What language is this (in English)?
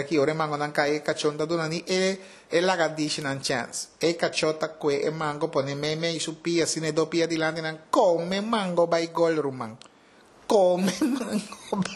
Papiamento